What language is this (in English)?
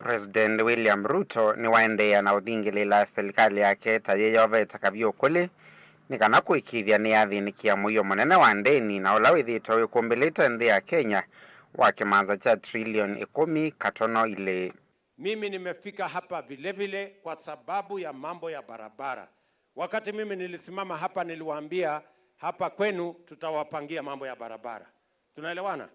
Kamba